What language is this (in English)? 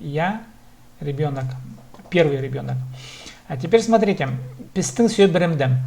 Khakas